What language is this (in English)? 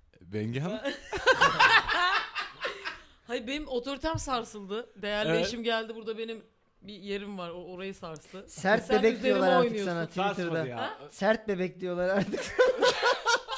Turkish